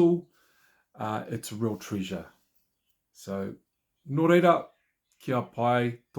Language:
Māori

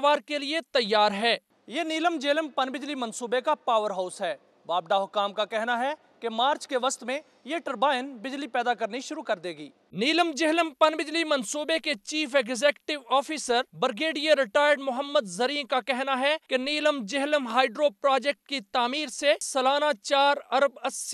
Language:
Urdu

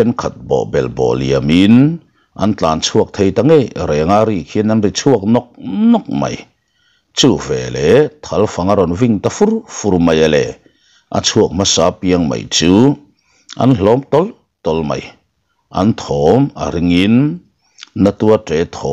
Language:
Mizo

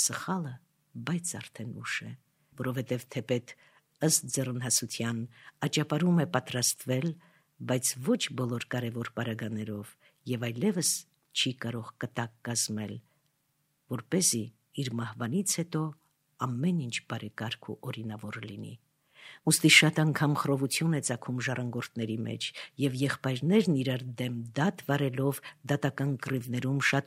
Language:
Armenian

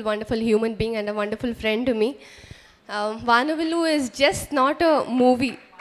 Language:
Telugu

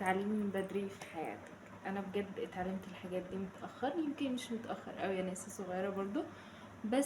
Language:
Egyptian Arabic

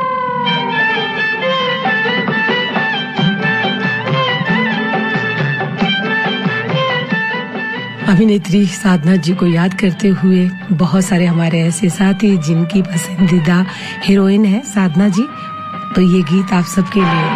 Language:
Hindi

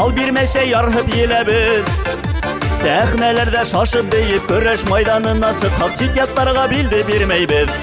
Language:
Bashkir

